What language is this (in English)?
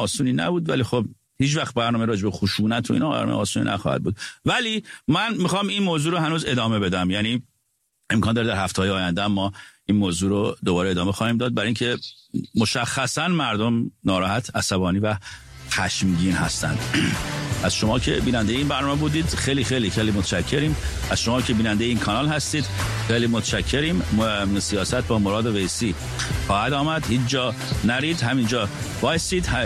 Persian